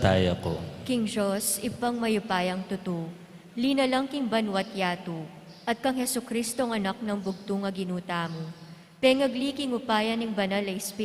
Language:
Pampanga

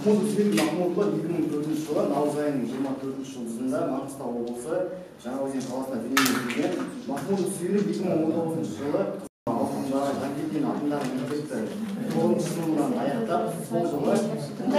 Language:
Kazakh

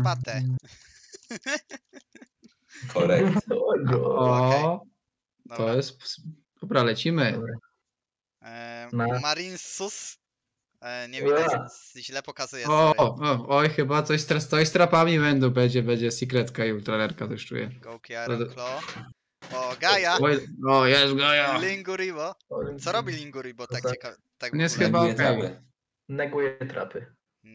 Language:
Polish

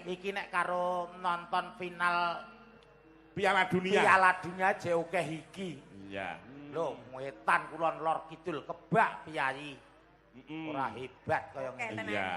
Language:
Javanese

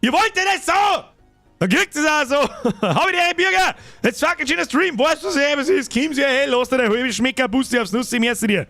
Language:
Bavarian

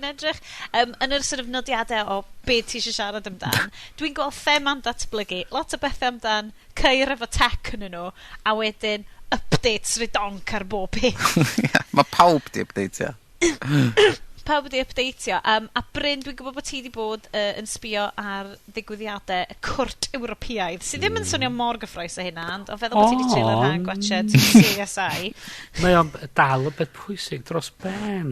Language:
Welsh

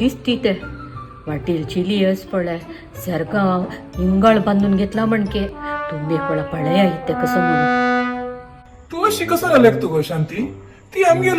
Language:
Konkani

